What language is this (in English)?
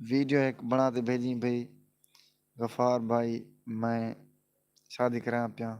Saraiki